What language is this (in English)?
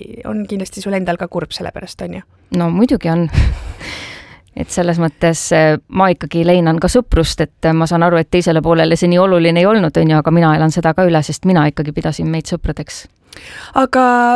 Estonian